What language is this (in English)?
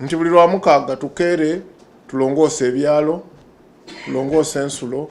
Soga